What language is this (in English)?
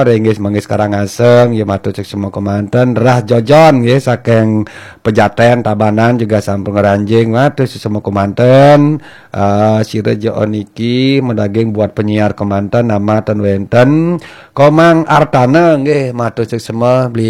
Balinese